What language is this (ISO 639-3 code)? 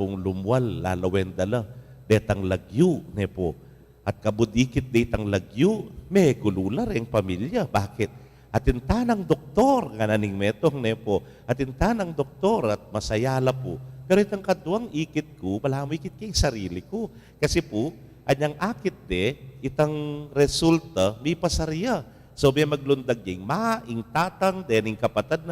pam